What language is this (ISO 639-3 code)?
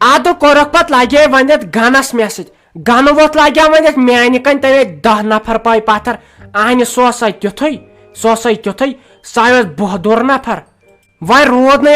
kas